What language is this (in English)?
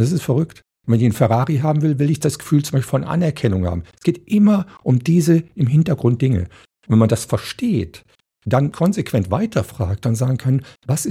German